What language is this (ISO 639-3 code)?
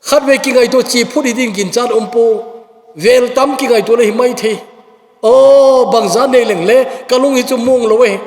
tcz